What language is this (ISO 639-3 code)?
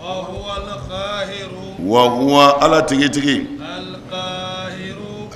bam